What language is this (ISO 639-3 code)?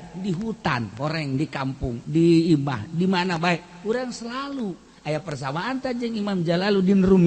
sun